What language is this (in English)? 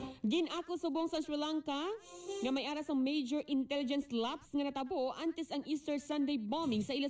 Hiligaynon